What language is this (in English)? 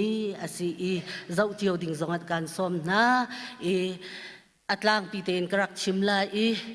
Hakha Chin